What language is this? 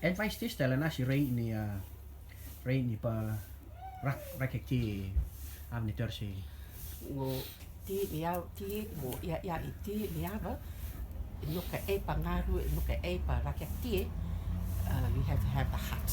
Rotuman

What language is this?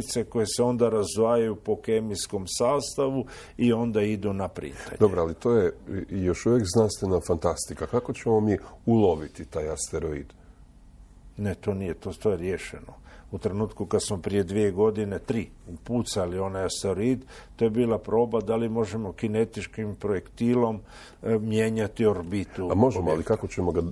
Croatian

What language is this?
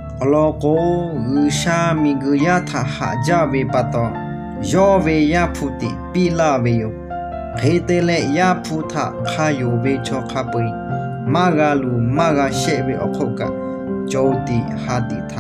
Lahu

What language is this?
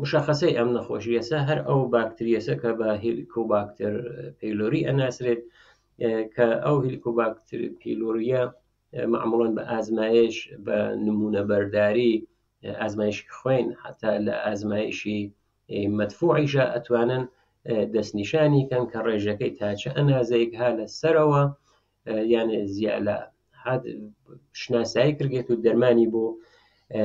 Central Kurdish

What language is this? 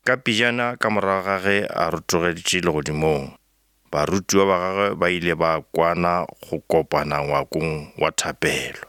Northern Sotho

